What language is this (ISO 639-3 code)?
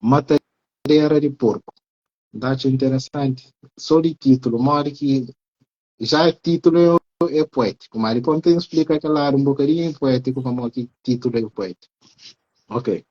kea